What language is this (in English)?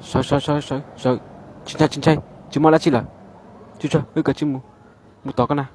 Hmong